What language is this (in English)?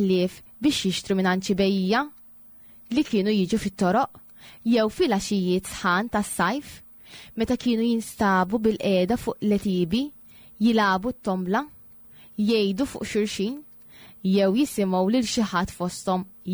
Maltese